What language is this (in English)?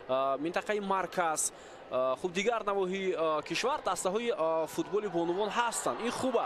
Tajik